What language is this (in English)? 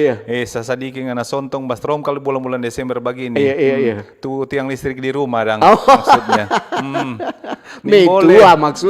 Manado Malay